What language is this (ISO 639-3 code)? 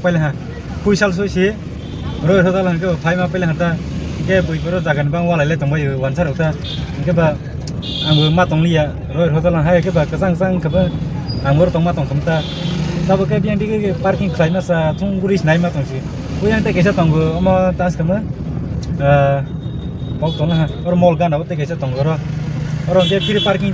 trp